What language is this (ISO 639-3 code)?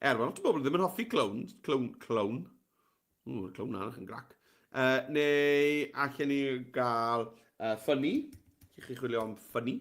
cym